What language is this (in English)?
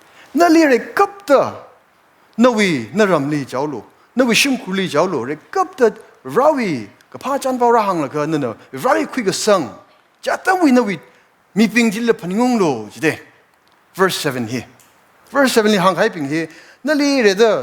Tangkhul Naga (India)